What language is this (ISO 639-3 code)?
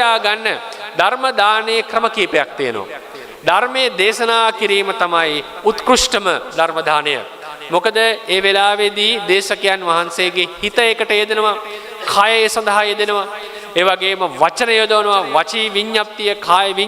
sin